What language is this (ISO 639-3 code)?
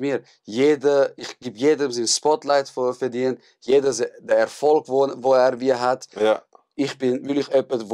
gsw